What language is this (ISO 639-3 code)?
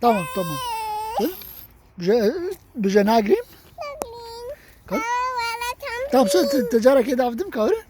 kur